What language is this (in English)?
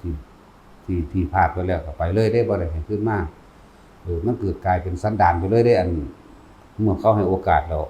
Northeastern Thai